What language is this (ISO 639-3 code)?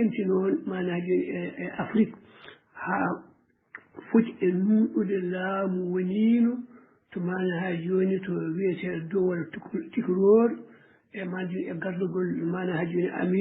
ful